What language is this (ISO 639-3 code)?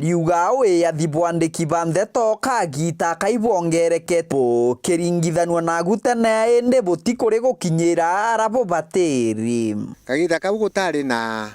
mer